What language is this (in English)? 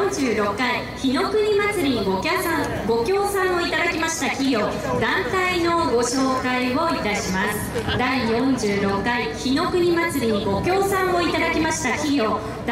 Japanese